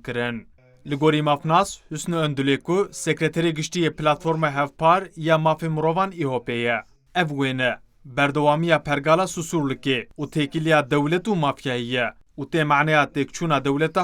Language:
Kurdish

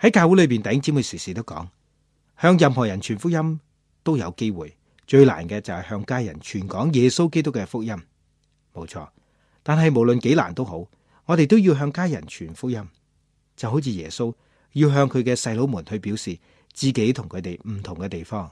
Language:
Cantonese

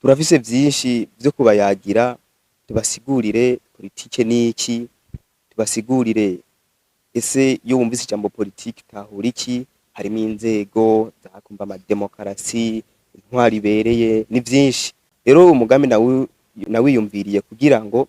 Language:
Rundi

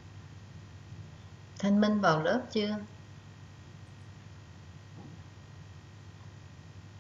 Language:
Vietnamese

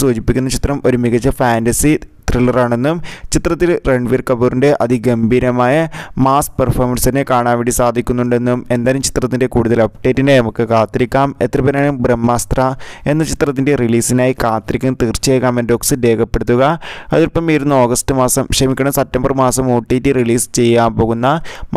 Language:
Malayalam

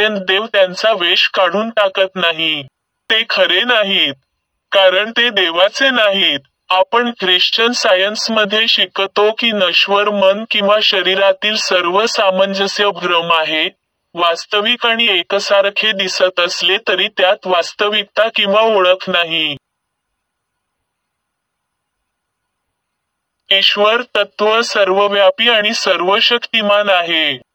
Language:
Marathi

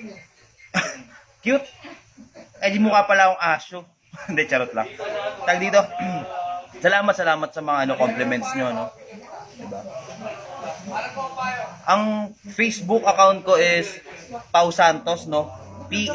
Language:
Filipino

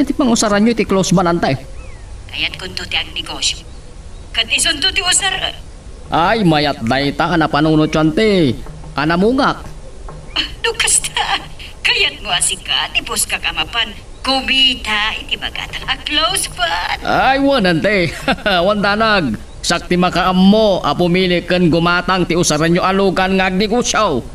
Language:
Iloko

